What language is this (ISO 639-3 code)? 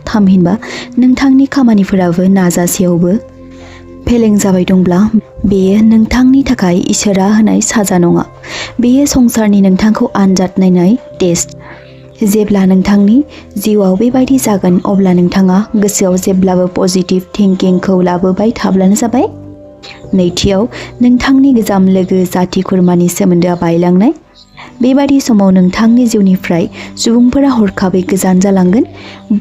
brx